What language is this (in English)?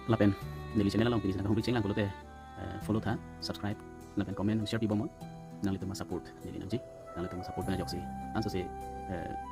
Karbi